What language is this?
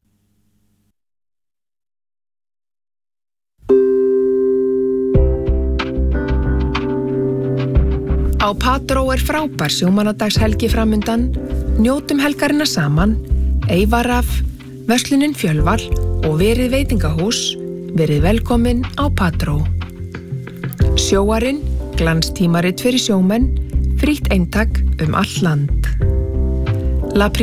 Icelandic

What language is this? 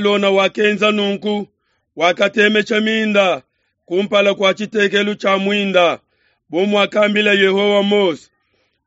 Luba-Lulua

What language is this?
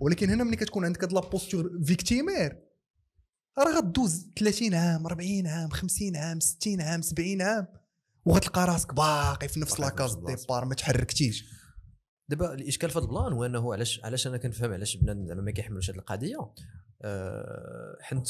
Moroccan Arabic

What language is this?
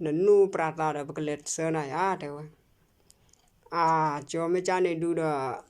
S'gaw Karen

